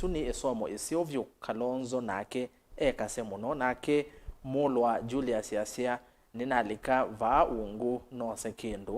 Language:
Kamba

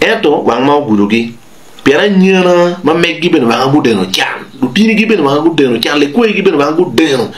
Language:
Acoli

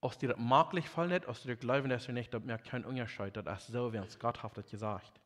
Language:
Plautdietsch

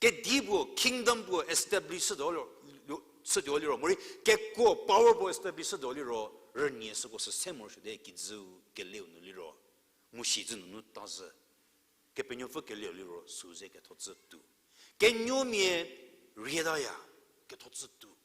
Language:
Angami Naga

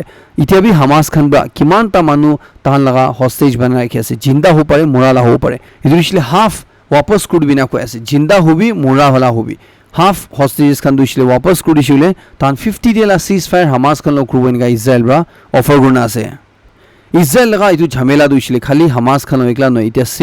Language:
Naga Pidgin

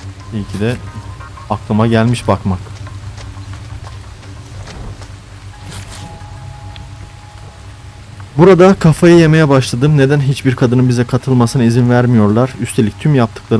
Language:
Turkish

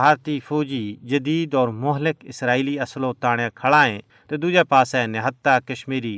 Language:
Gujari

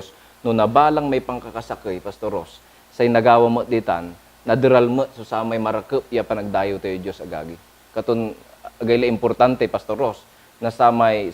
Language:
Pangasinan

